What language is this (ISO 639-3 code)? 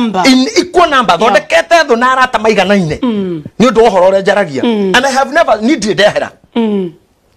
kik